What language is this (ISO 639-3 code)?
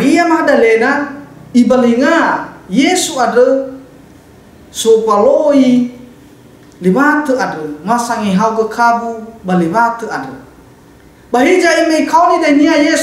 nia